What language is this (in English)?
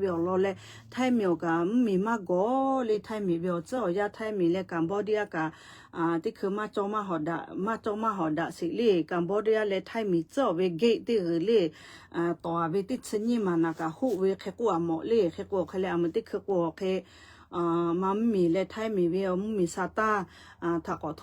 Lahu